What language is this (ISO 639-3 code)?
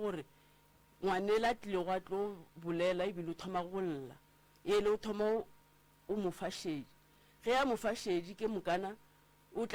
nso